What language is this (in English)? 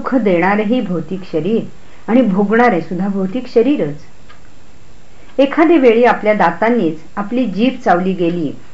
Marathi